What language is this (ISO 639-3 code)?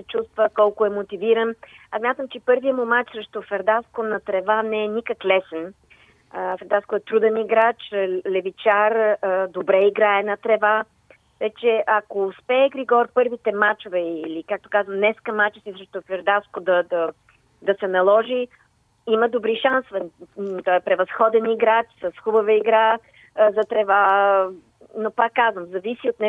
bul